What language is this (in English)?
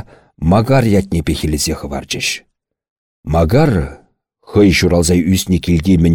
Chuvash